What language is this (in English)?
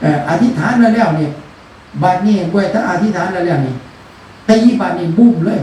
Northeastern Thai